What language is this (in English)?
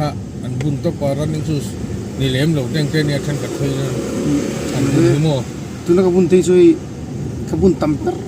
Mizo